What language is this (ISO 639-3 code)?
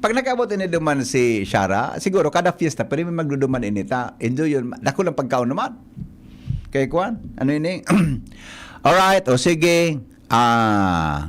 bik